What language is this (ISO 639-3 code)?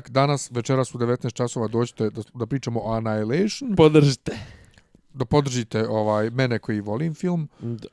bos